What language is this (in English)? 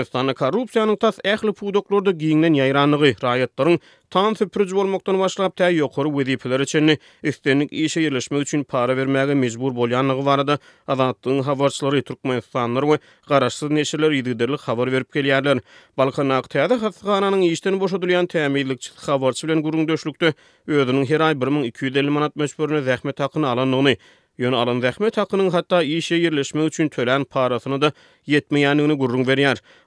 Turkmen